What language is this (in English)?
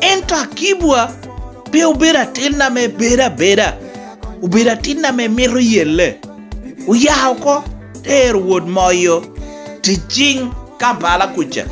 Lango (Uganda)